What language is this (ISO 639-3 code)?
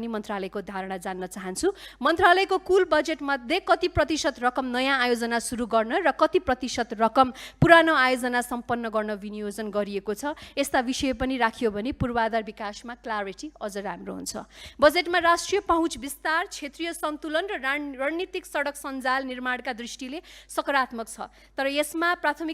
nep